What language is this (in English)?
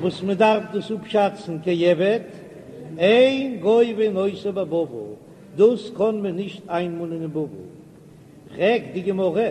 Yiddish